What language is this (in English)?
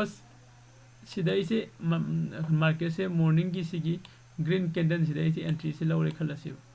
Manipuri